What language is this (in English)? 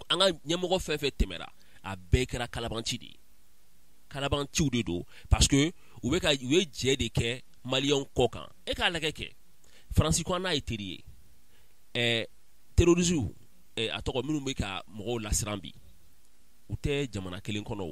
Bambara